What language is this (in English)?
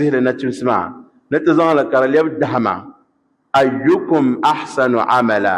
Dagbani